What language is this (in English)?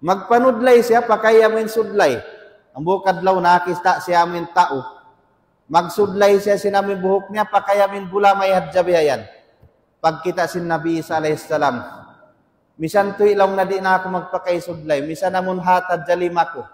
Tausug